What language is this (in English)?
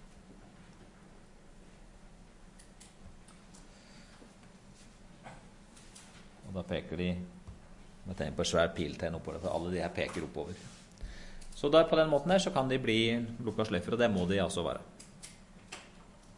Norwegian